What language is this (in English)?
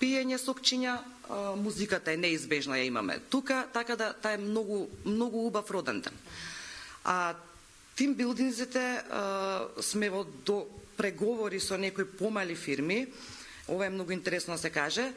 Macedonian